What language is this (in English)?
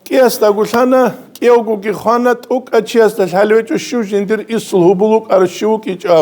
Avaric